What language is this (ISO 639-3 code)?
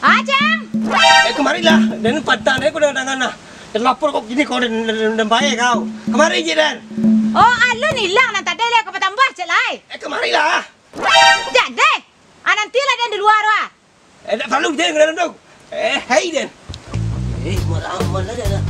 min